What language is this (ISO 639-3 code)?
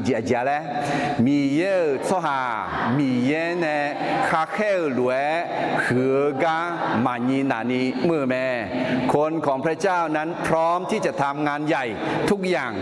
ahk